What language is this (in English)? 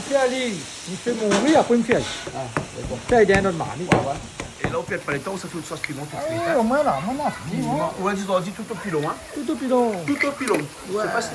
Réunion Creole French